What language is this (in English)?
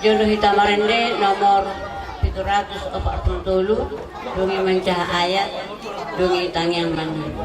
Batak Toba